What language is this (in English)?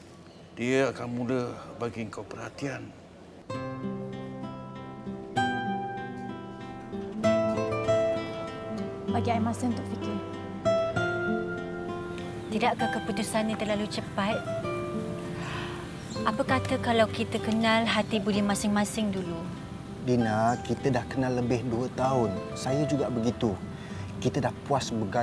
Malay